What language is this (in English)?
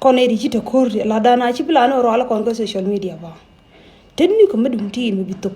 Nuer